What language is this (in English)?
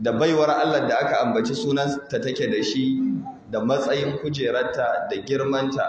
Hausa